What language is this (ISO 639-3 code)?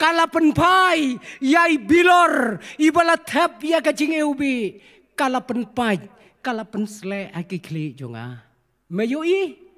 kha